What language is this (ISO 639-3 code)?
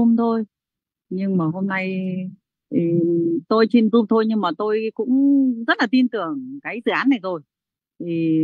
vie